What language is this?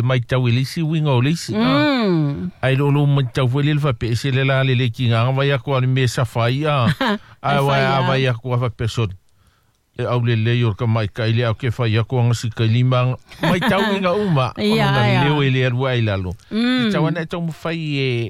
Samoan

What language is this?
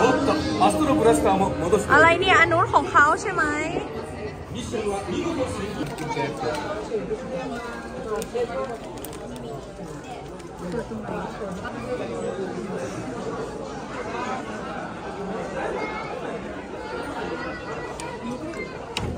Thai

